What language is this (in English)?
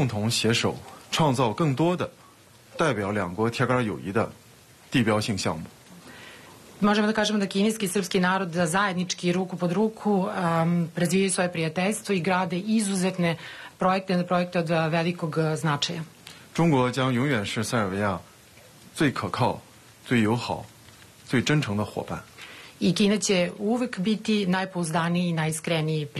Serbian